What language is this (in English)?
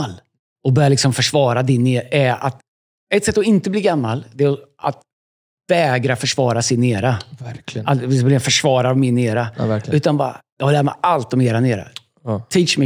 Swedish